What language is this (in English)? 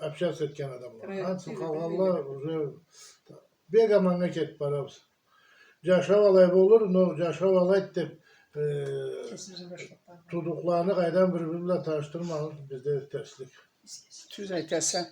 Karachay-Balkar